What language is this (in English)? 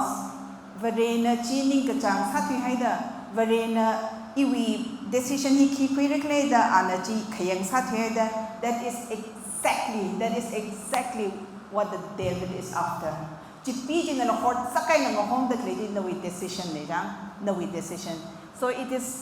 Tangkhul Naga (India)